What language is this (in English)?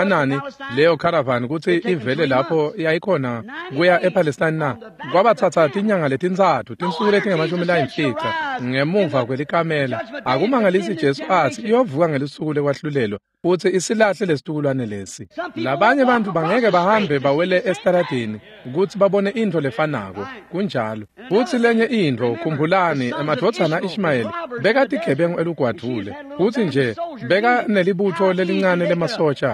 Swati